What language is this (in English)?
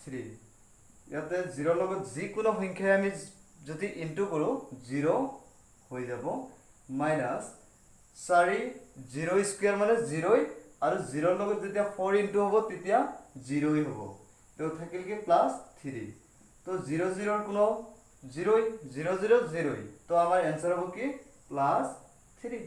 Assamese